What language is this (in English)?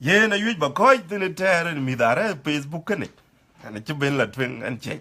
Dinka